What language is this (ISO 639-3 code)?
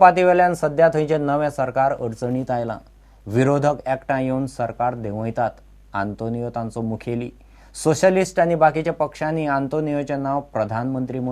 kok